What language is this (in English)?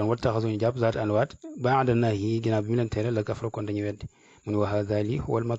Wolof